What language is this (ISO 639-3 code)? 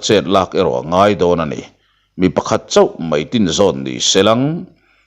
lus